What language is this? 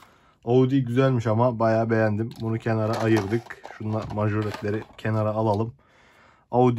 Turkish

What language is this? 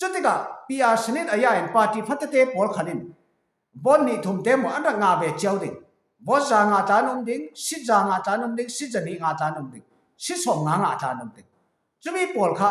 Falam Chin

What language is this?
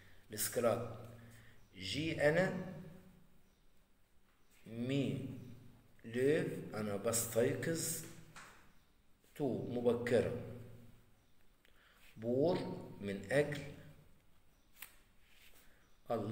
Egyptian Arabic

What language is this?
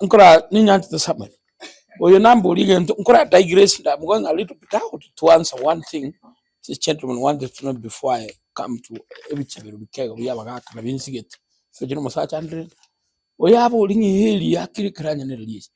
Gusii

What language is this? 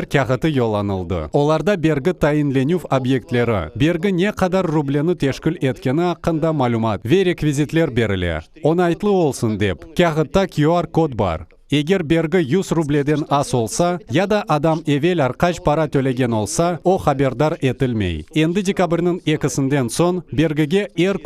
Crimean Tatar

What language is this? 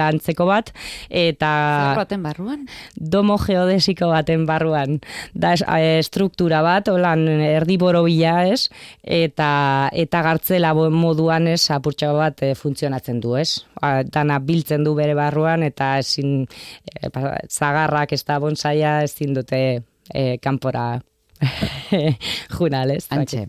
Basque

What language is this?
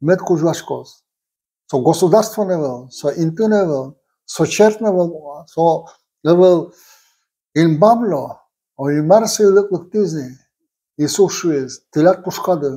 Udmurt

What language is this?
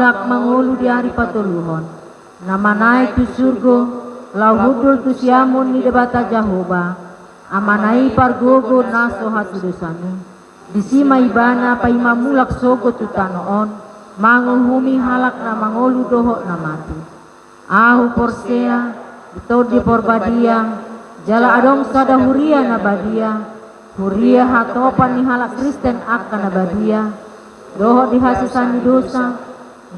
Batak Toba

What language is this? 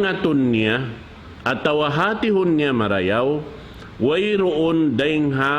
Tausug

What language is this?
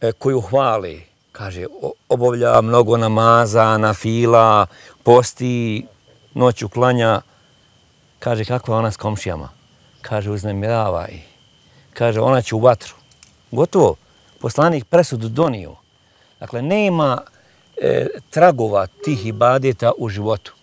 Bosnian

